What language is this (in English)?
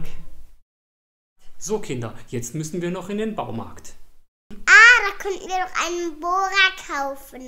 German